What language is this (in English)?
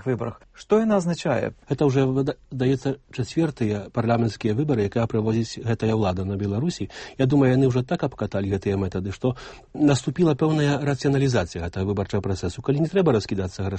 Belarusian